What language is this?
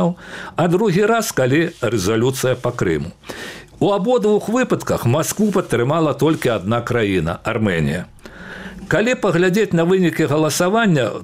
Belarusian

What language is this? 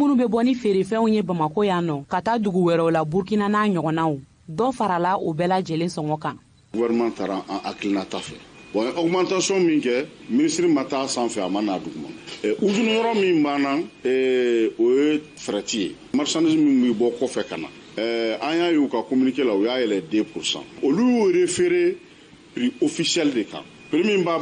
Bambara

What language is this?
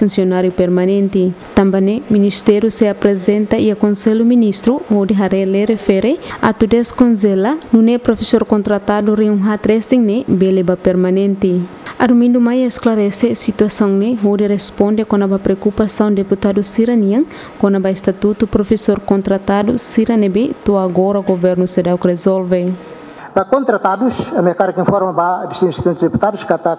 Tetum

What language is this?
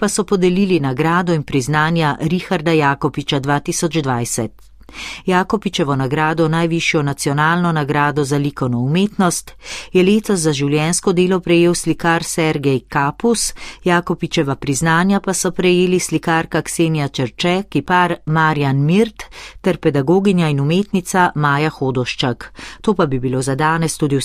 Slovenian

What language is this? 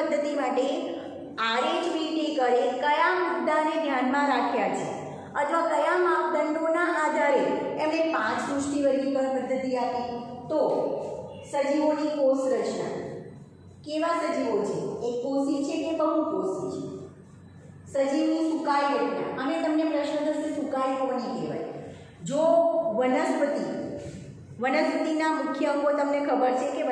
Gujarati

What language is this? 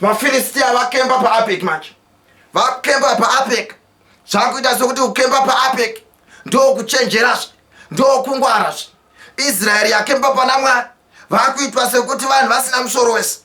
Shona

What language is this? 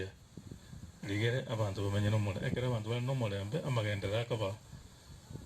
Gusii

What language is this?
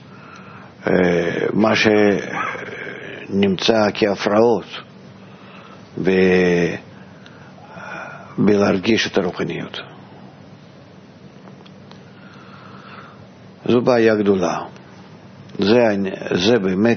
Hebrew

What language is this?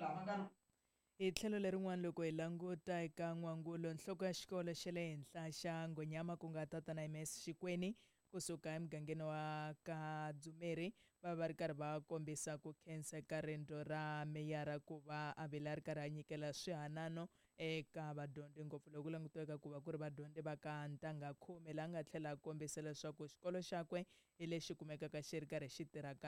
Tsonga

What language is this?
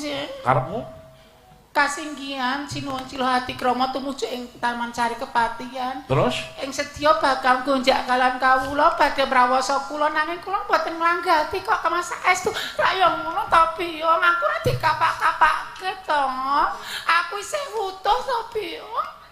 Javanese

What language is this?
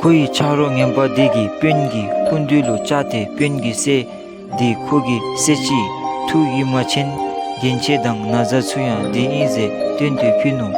Dzongkha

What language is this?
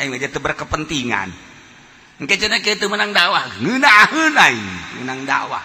Sundanese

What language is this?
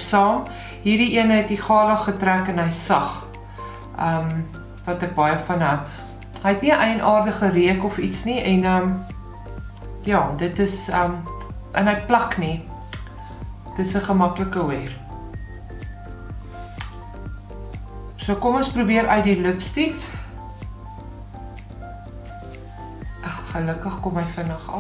Afrikaans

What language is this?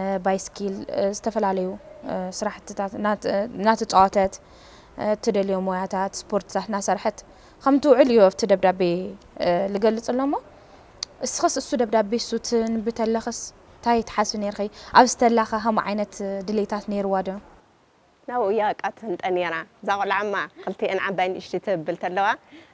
Tigrinya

